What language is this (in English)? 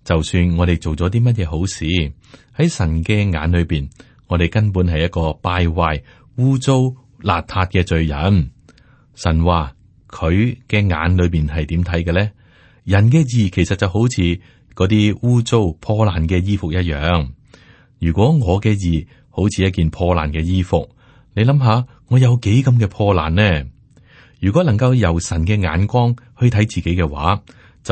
Cantonese